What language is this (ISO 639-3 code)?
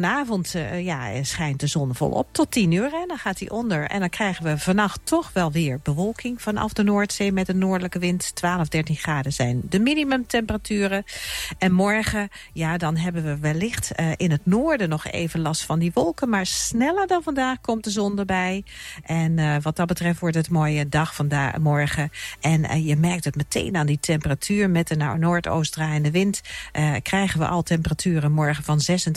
nld